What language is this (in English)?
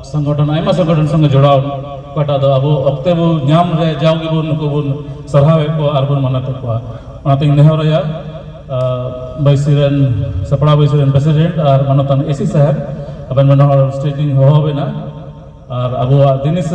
Santali